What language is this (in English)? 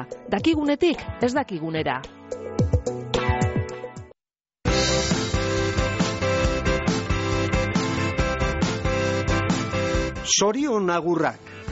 Basque